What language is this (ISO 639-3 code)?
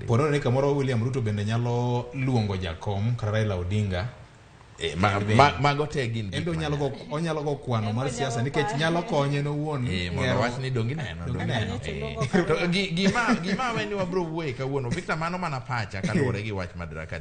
luo